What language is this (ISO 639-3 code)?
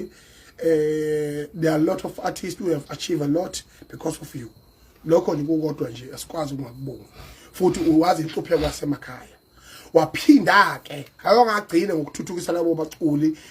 zul